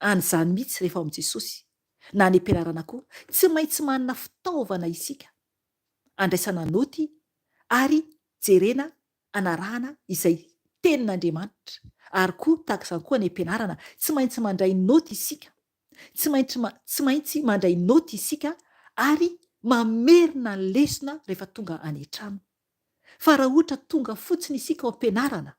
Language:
Malagasy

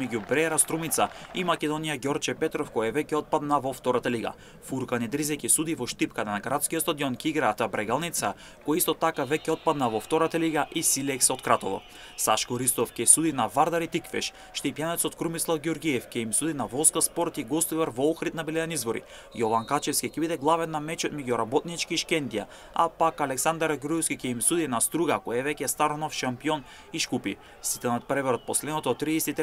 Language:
Macedonian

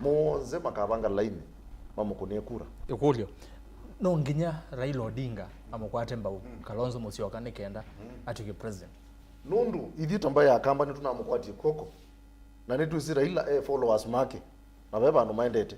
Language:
Kamba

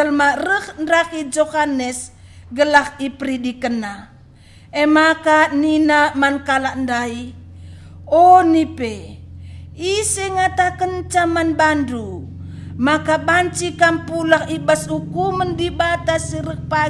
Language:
Batak Karo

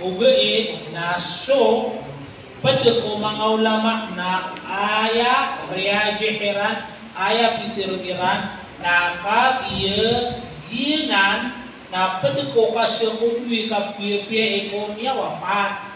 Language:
Maranao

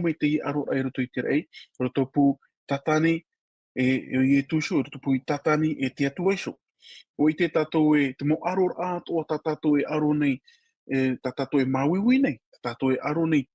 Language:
Tahitian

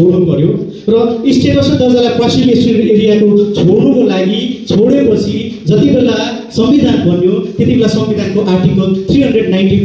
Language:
Nepali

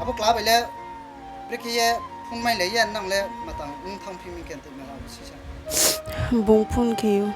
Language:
Riang (India)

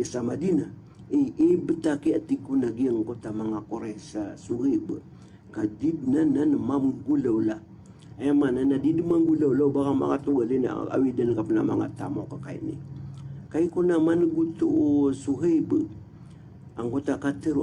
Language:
Maranao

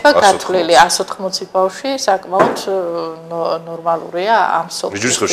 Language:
Georgian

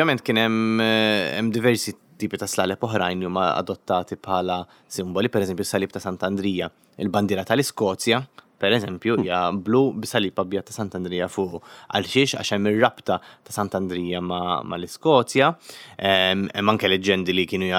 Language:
Maltese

